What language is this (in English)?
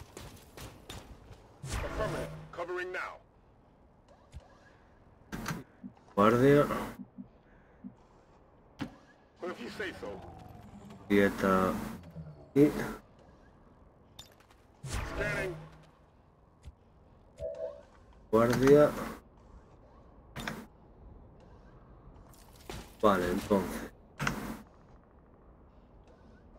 Spanish